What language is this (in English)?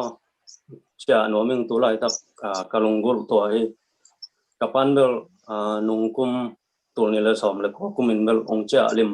Tedim Chin